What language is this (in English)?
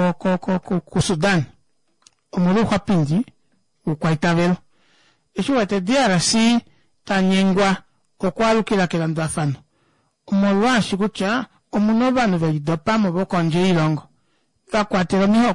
Kuanyama